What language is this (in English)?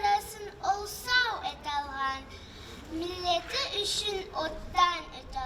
Karachay-Balkar